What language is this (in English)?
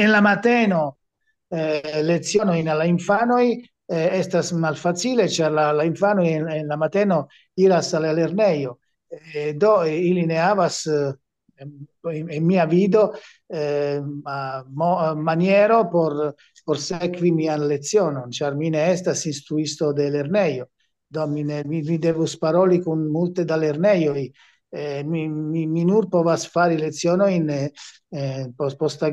Esperanto